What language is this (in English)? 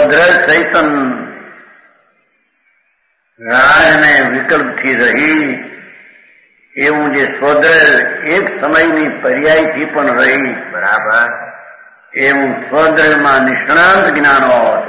Gujarati